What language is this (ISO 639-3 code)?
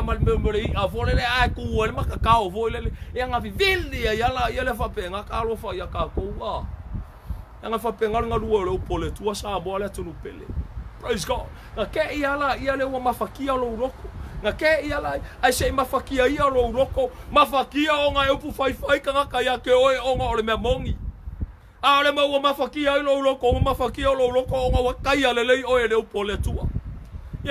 smo